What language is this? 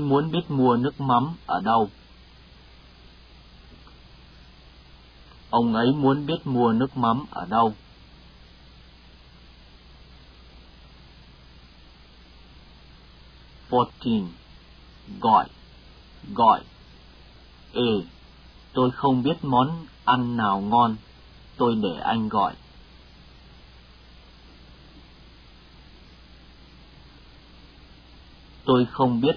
Vietnamese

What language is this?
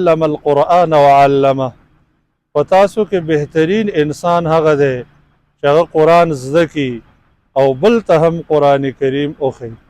Pashto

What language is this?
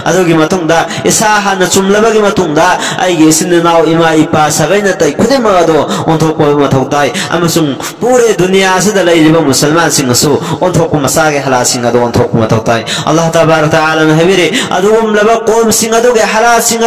Manipuri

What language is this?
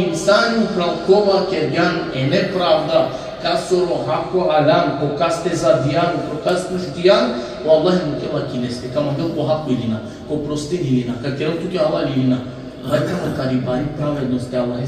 Balkan Romani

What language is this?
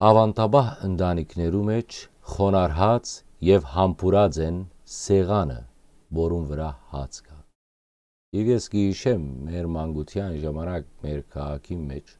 Western Armenian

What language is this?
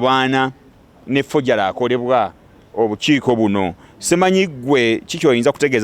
Ganda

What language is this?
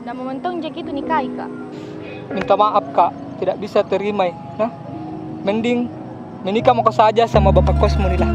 Makassar Malay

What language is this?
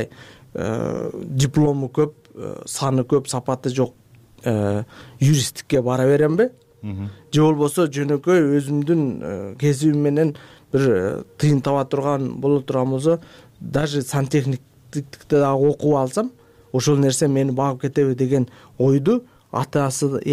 Kyrgyz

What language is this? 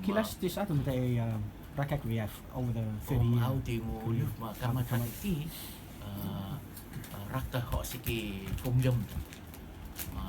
Rotuman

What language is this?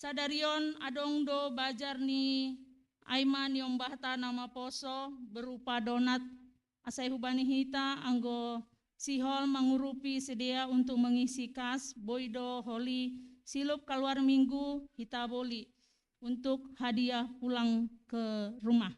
Batak Simalungun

